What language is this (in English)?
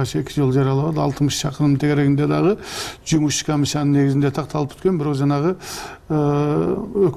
Kyrgyz